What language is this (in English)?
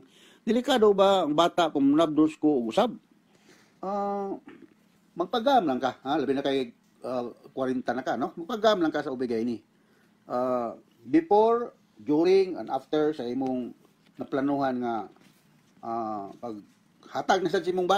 Cebuano